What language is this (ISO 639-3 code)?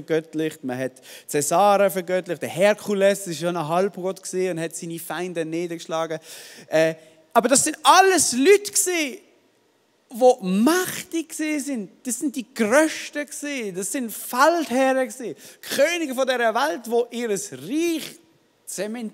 gsw